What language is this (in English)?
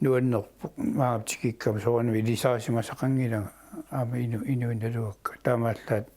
Kalaallisut